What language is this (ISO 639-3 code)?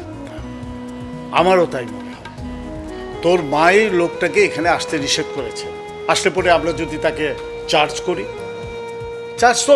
ben